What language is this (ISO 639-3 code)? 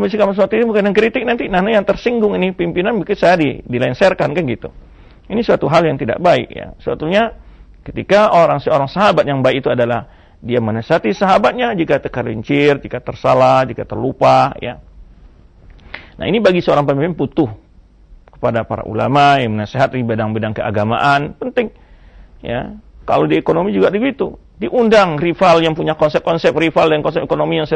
ind